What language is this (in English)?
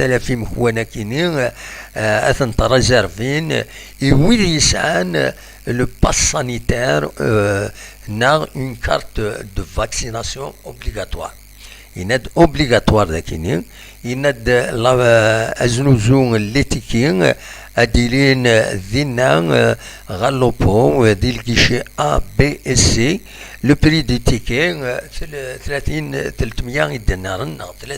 Kabyle